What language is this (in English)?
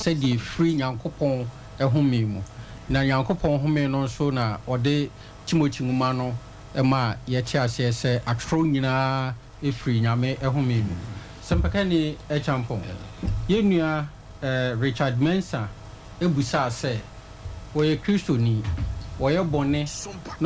Akan